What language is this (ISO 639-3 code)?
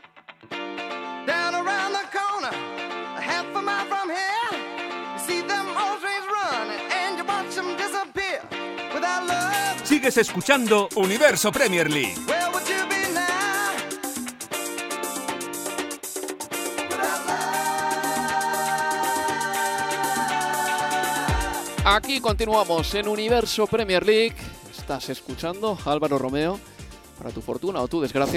spa